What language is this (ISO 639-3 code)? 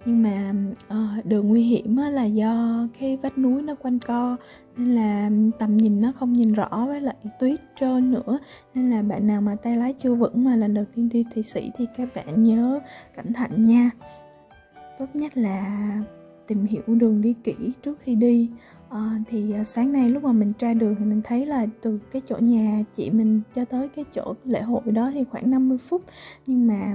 vie